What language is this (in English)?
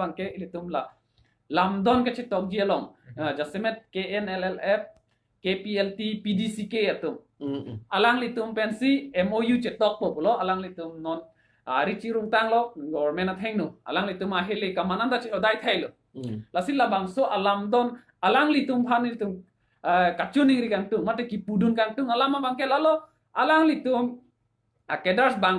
Karbi